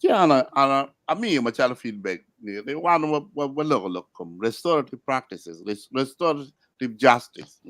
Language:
Acoli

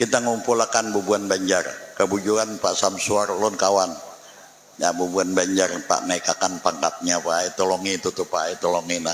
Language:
Banjar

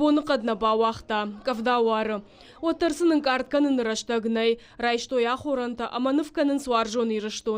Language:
Ossetic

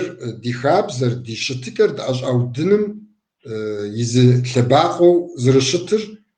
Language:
Kabardian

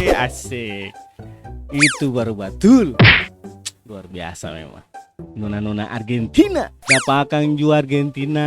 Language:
Ambonese Malay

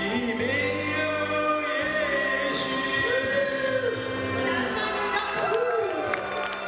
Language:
Chinese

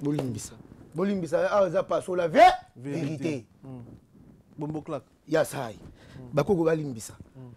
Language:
Lingala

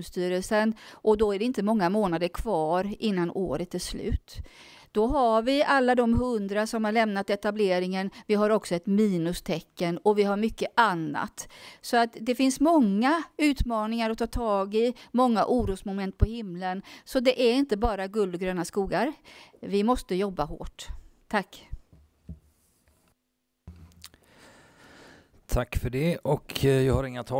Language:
Swedish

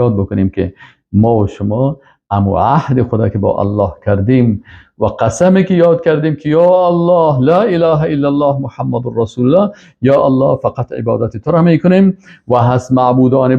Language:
Persian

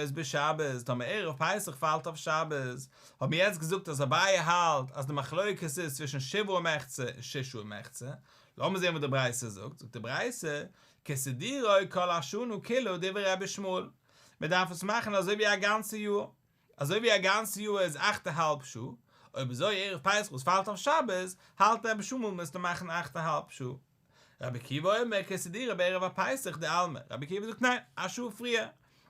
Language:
Yiddish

